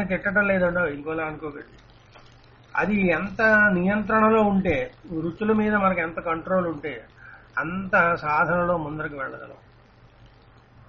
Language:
Telugu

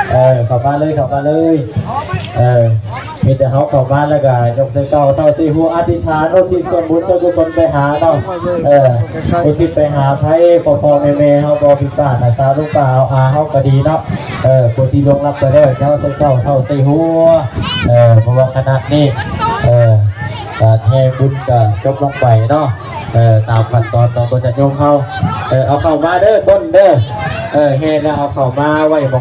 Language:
Northeastern Thai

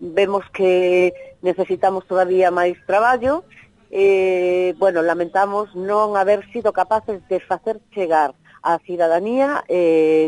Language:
Galician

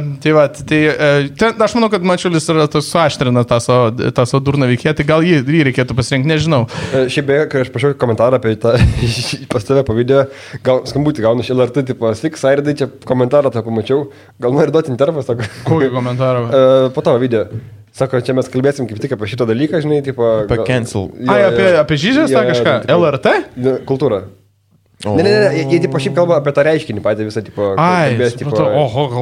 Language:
Lithuanian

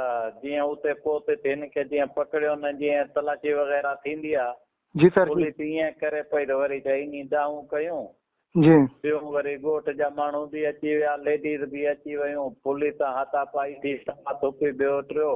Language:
Sindhi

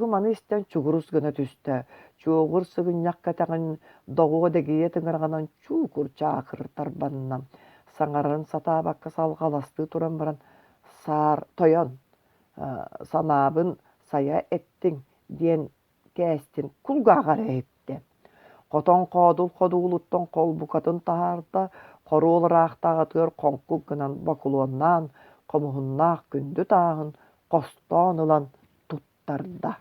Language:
Yakut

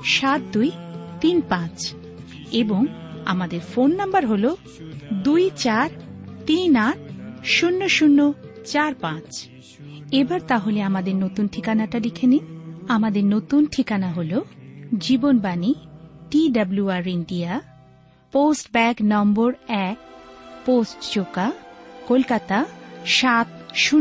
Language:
Bangla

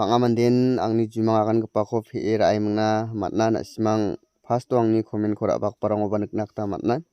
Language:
Garo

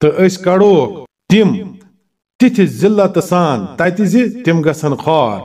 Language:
Kashmiri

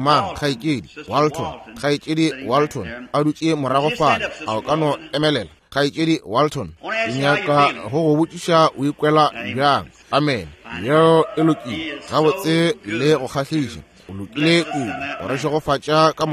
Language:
Northern Sotho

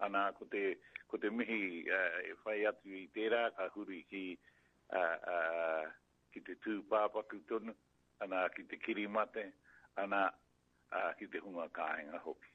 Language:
Māori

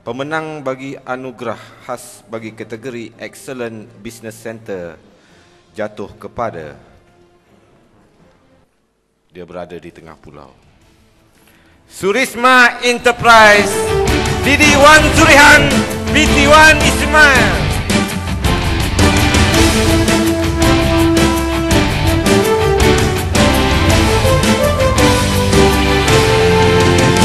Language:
Malay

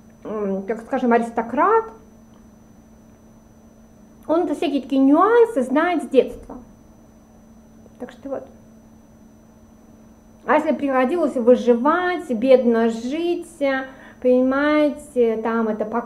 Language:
Russian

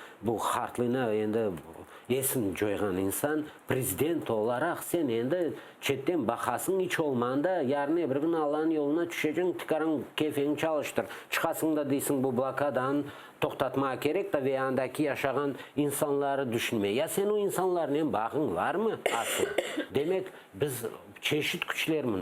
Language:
Crimean Tatar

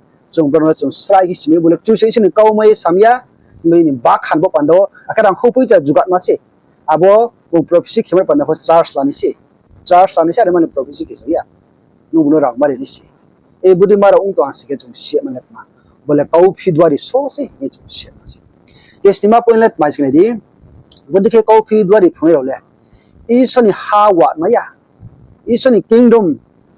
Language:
Riang (India)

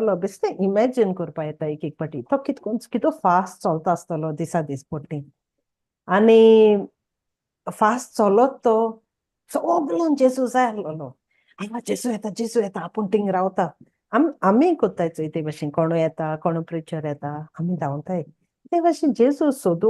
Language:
Konkani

